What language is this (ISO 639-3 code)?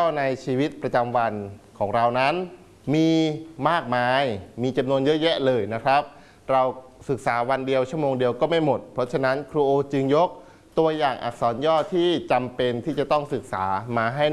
tha